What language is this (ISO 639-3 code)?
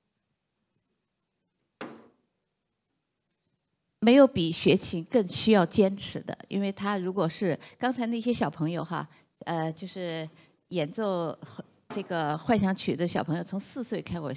zho